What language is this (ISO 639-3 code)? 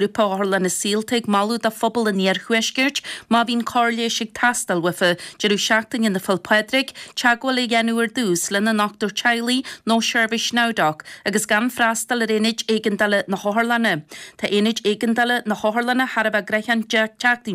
gle